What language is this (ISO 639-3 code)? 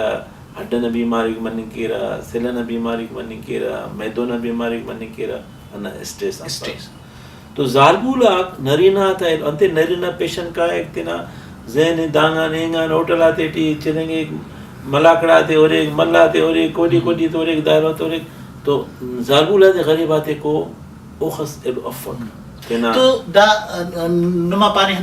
brh